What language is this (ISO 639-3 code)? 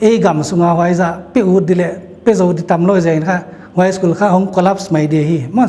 pck